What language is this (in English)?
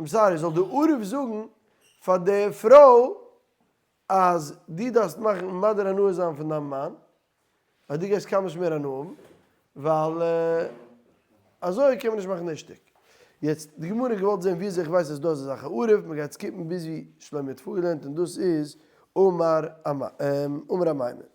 Yiddish